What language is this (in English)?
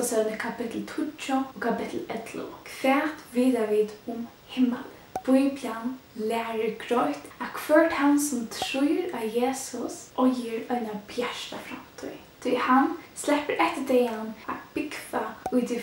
Faroese